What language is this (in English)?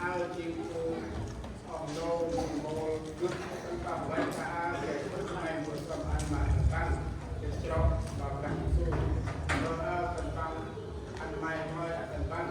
Central Mnong